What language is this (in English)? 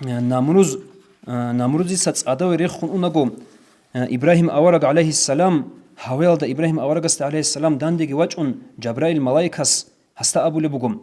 Avaric